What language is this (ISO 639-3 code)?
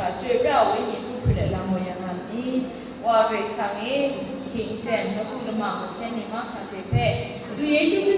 kac